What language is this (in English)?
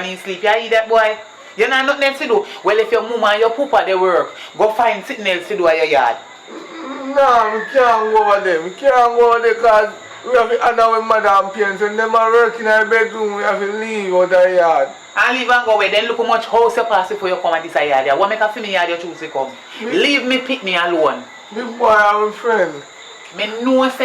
Jamaican Creole English